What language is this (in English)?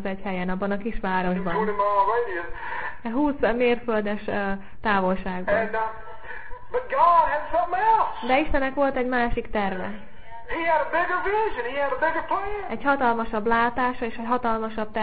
Hungarian